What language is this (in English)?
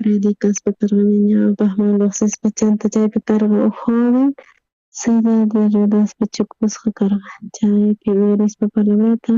South Bolivian Quechua